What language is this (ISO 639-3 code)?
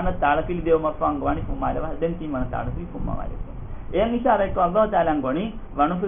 div